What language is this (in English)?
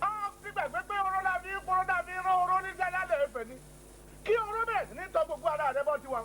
Yoruba